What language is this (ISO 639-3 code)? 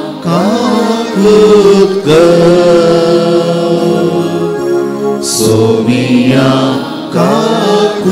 kok